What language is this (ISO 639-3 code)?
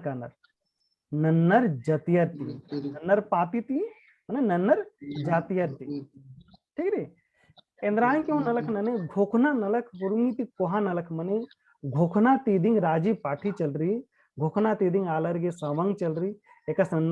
kru